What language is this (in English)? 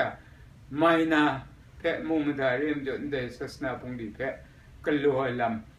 Kachin